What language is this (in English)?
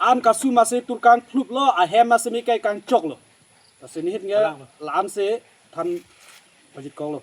Karbi